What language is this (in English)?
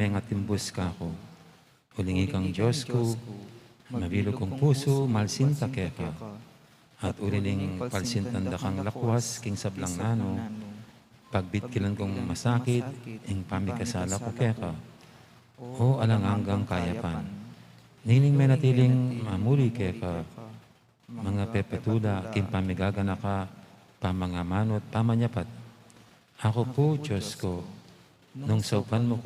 Pampanga